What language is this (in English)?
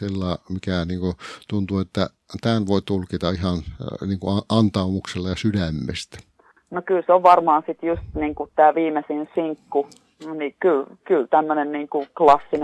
Finnish